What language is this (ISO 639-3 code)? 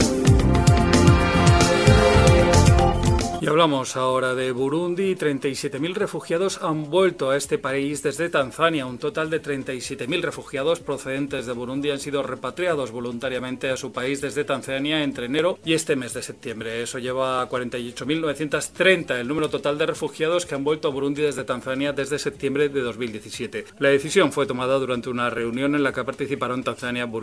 spa